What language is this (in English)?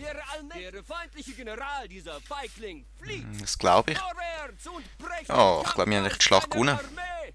Swiss German